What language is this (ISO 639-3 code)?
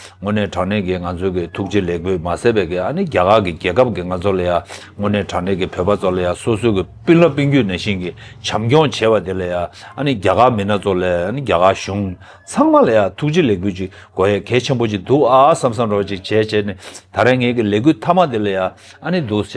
bod